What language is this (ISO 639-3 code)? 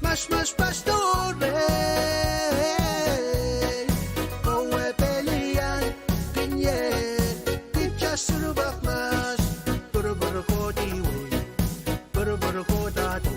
pon